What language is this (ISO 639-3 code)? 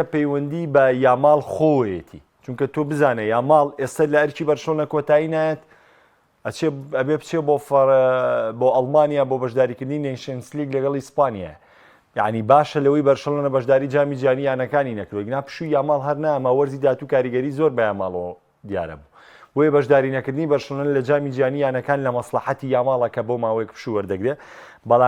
ckb